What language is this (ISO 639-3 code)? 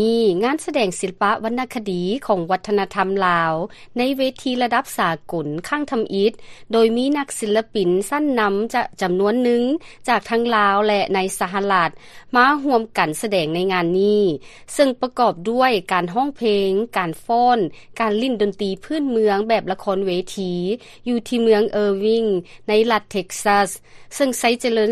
lao